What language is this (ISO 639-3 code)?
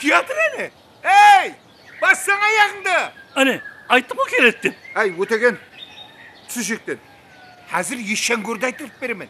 kaa